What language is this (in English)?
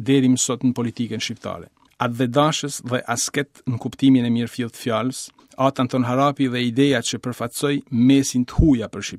Albanian